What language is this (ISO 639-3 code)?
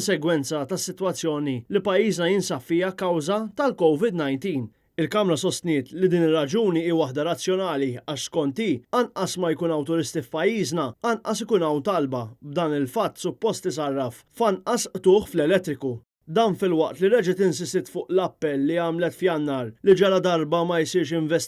mlt